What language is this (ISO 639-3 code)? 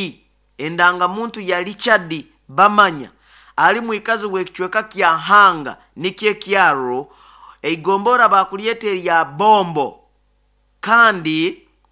nyo